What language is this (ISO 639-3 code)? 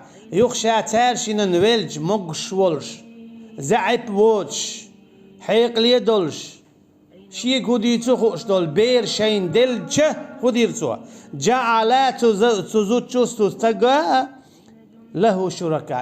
che